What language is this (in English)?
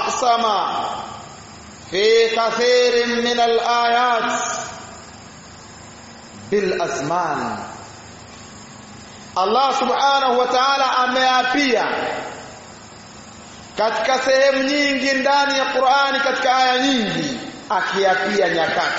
Swahili